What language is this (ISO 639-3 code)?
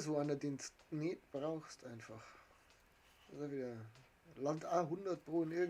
bar